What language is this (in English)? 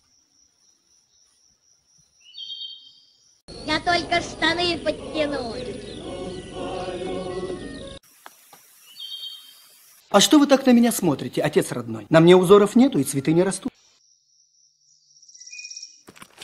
Russian